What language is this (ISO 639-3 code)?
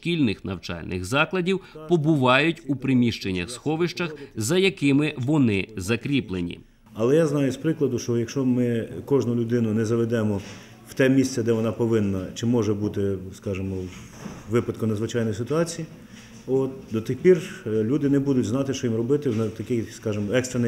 ukr